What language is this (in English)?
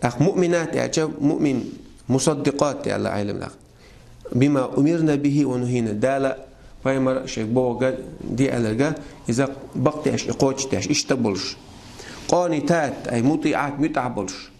Chechen